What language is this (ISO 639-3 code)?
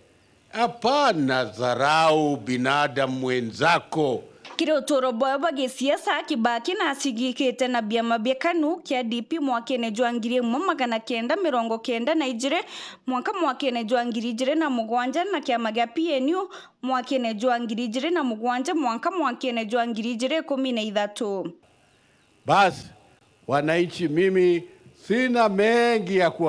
mer